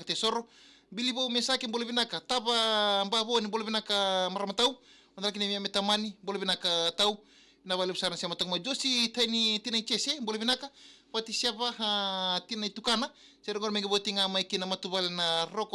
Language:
Fijian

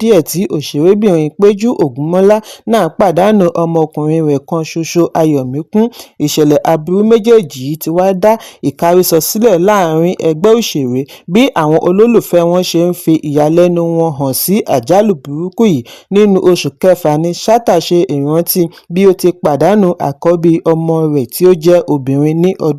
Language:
Yoruba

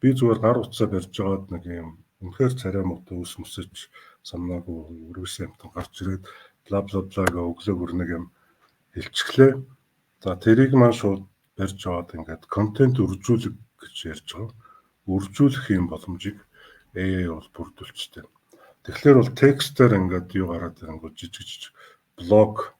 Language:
Mongolian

